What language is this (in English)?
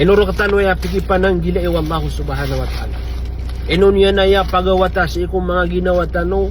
Maranao